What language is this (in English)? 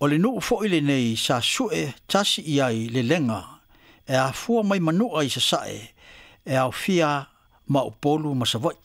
Samoan